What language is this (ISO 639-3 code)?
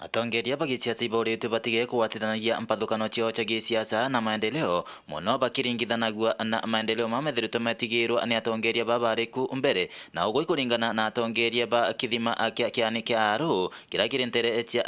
mer